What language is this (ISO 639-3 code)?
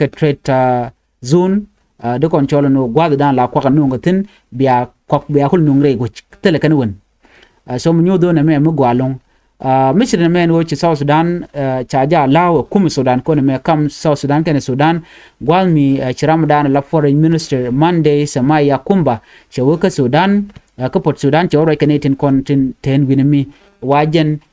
nus